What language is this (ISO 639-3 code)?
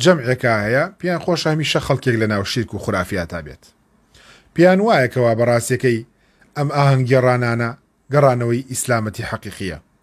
ckb